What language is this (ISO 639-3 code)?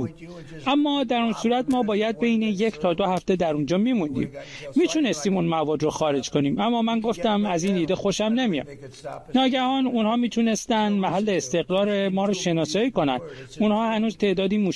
fas